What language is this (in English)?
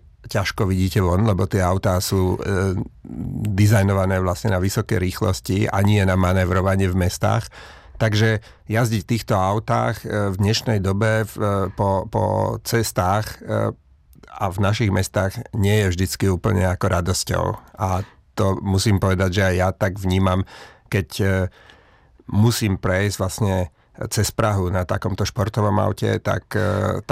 Slovak